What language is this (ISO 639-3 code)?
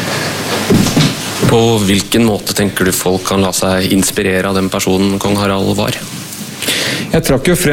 nor